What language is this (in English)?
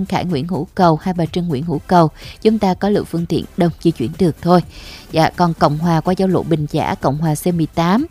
Vietnamese